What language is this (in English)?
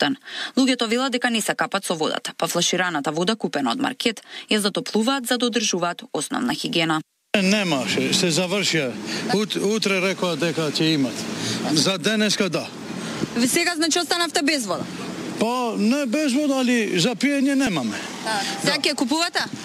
Macedonian